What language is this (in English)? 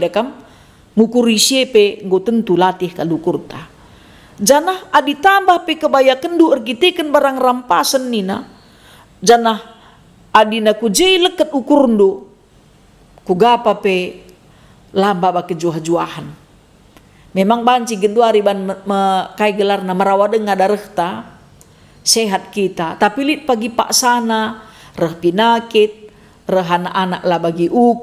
Batak Karo